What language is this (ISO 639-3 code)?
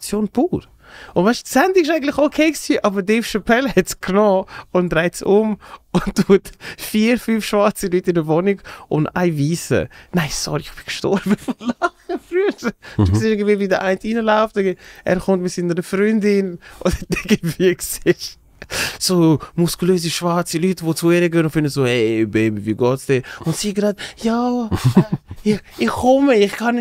gsw